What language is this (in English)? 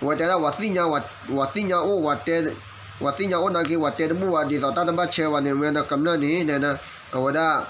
S'gaw Karen